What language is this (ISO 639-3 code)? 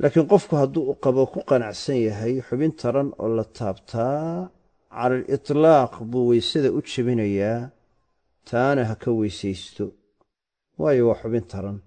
som